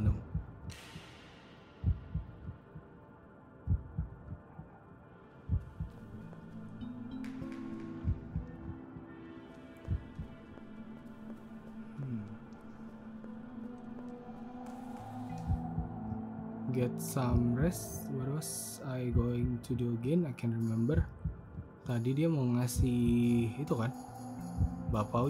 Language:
Indonesian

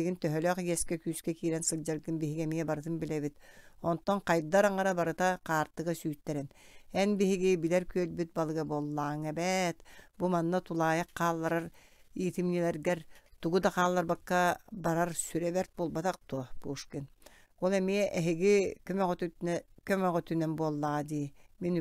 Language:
Yakut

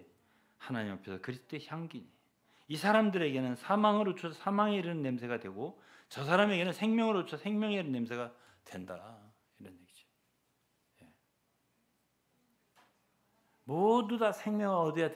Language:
Korean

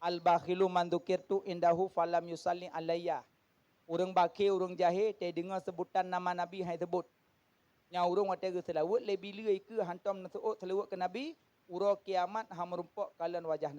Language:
Achinese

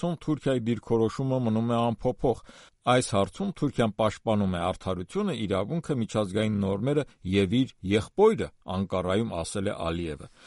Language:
Armenian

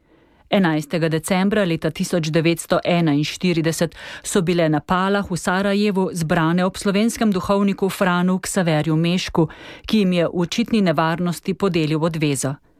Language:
Slovenian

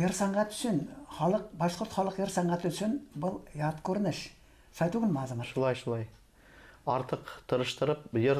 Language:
Bashkir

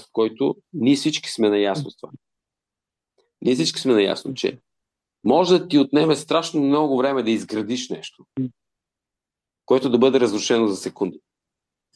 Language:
Bulgarian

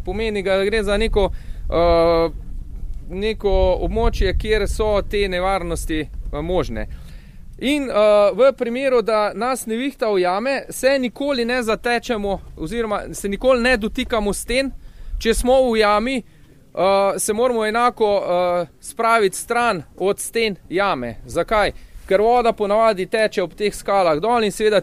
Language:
Slovenian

